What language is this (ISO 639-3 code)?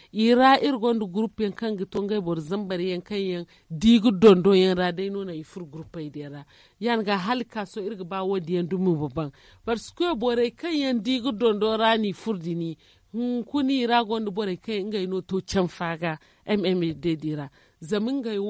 dje